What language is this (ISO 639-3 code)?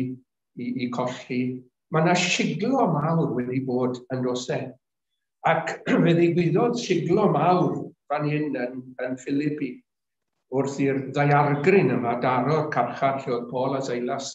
cym